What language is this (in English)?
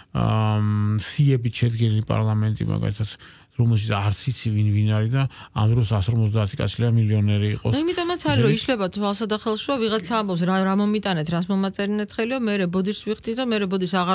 Georgian